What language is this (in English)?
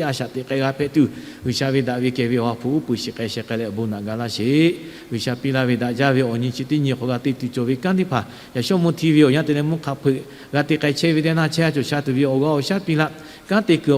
Lahu